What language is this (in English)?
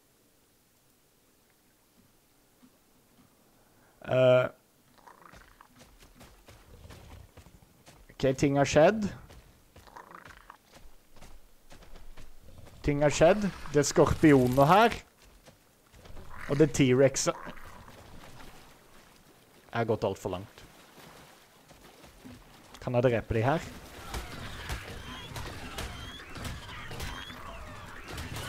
Norwegian